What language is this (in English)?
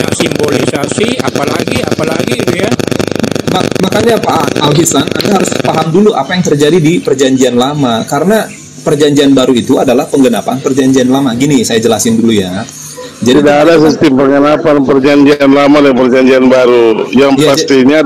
Indonesian